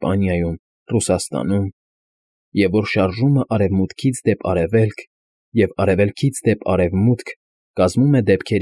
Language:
Armenian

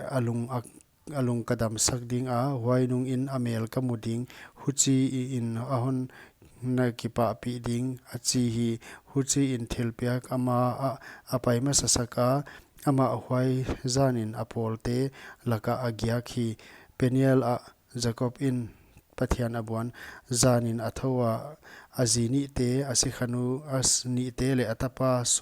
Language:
Paite Chin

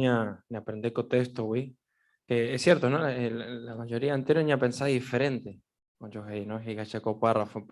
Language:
Guarani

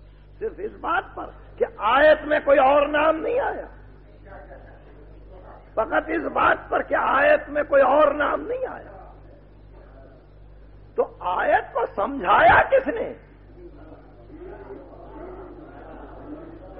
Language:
Urdu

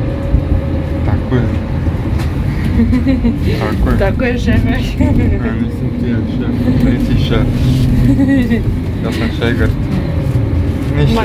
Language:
Croatian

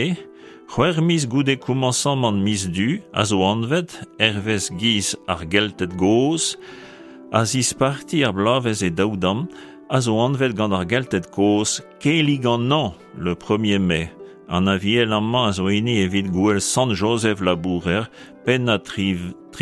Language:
Breton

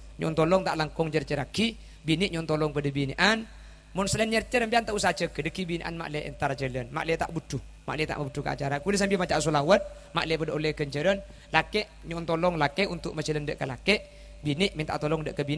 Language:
Madurese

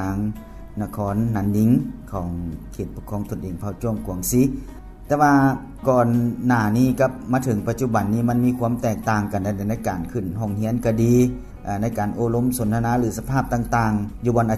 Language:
Lao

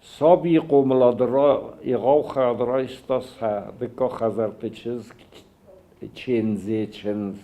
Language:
Ossetic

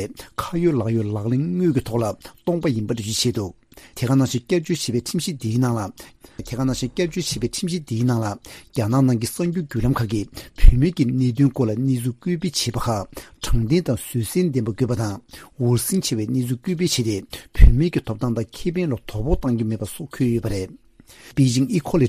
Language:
Tibetan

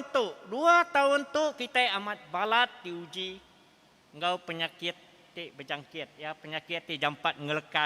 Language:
Iban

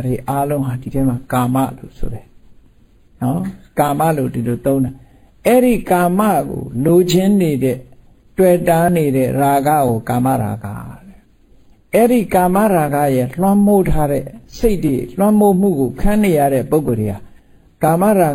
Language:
Burmese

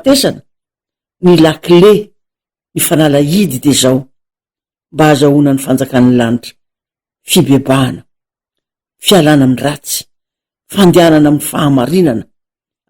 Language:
Malagasy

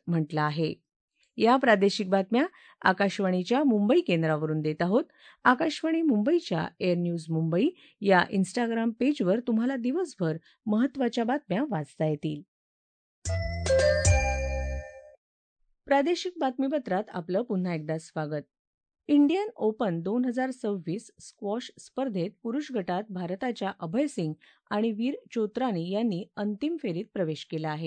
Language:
Marathi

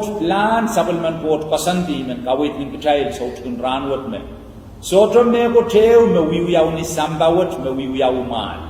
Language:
Pohnpeian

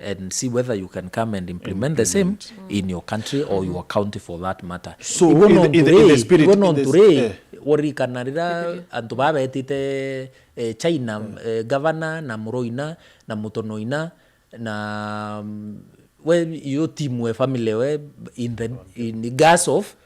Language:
Meru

